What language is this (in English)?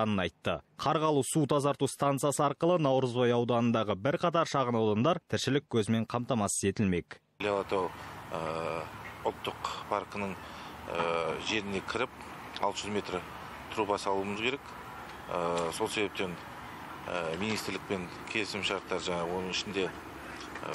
Kazakh